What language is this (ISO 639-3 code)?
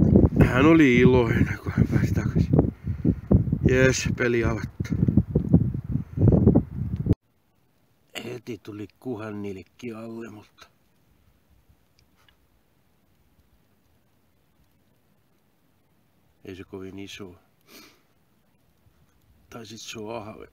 fin